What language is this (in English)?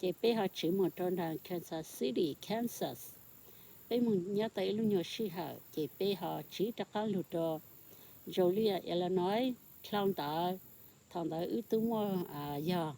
Hmong